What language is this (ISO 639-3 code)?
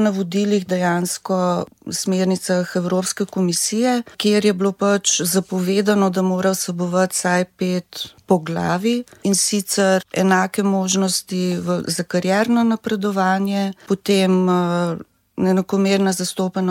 slv